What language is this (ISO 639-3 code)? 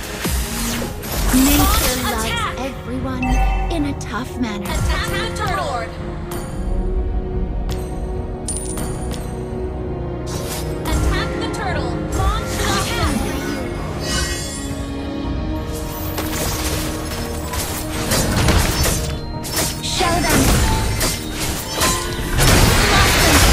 eng